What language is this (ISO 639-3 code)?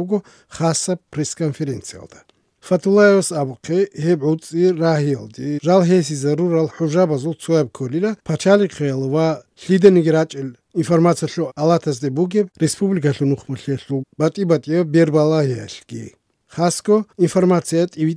ava